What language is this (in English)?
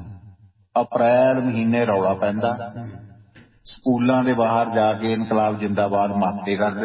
Punjabi